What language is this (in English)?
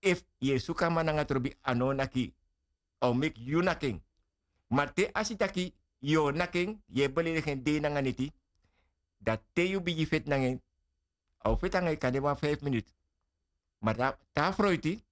Sranan Tongo